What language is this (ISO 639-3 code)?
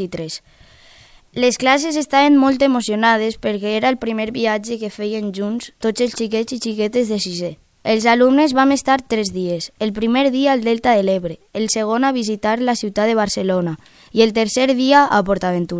cat